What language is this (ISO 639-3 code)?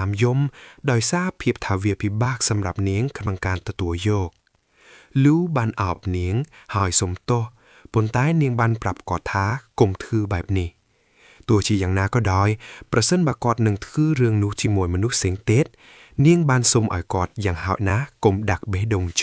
khm